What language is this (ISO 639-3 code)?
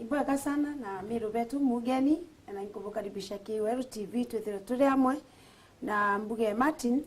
mer